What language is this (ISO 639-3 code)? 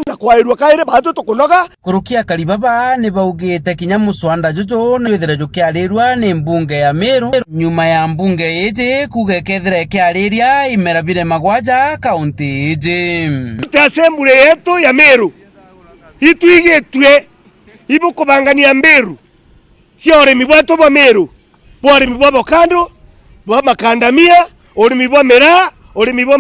mer